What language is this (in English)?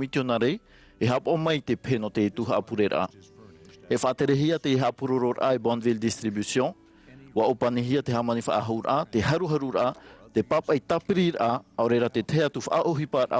Tahitian